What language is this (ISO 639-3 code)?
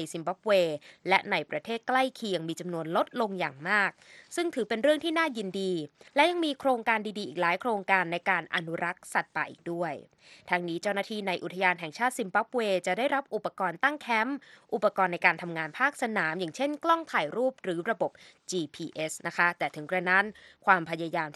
tha